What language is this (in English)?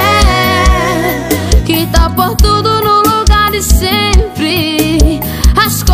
Portuguese